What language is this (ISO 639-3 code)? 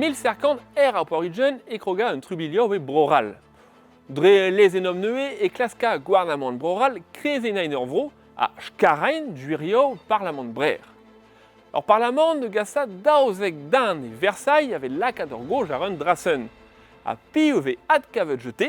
bre